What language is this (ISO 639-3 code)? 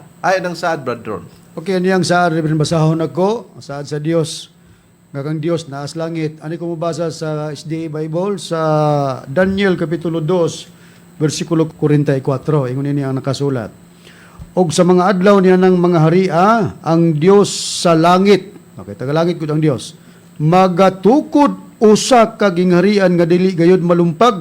ceb